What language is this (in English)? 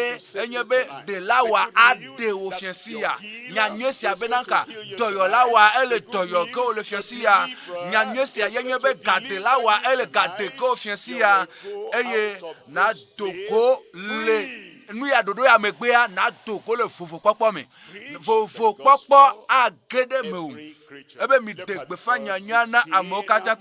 Ewe